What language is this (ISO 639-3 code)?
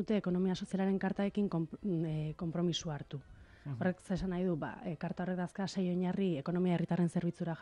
eus